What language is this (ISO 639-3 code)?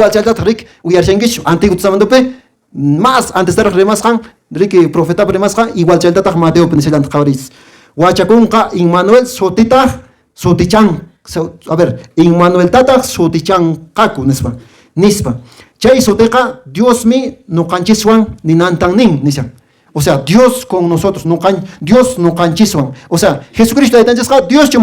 que